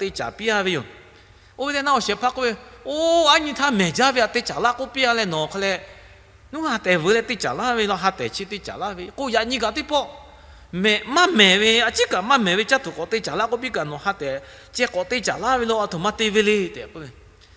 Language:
Lahu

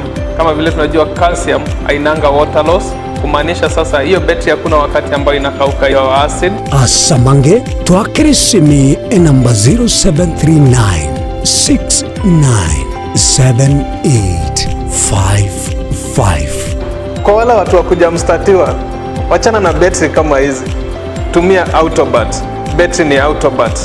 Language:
Gusii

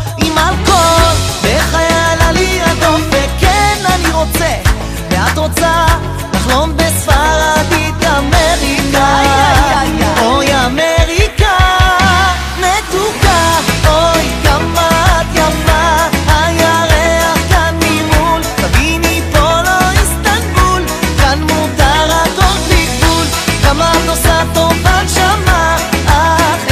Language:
Hebrew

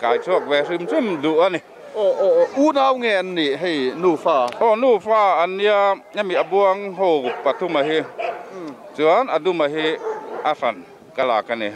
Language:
Mizo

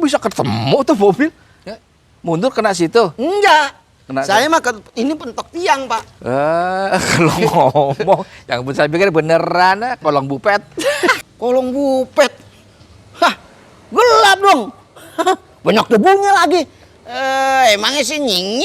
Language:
Betawi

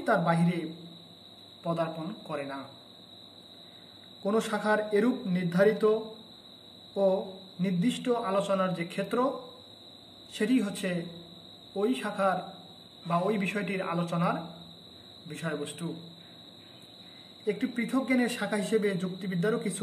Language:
Bangla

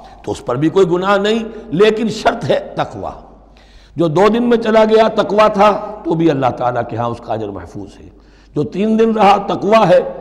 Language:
Urdu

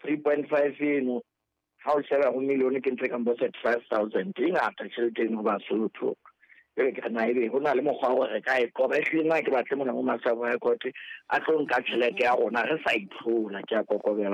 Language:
Southern Sotho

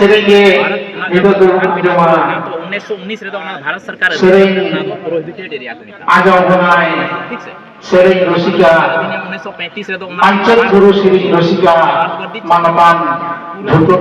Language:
Santali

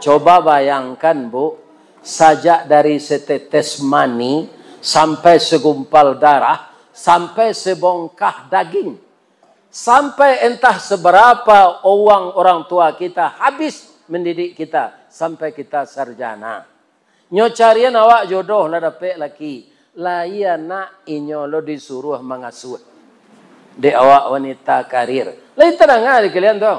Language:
Minangkabau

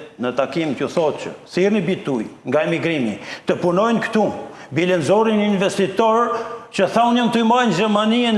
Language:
Albanian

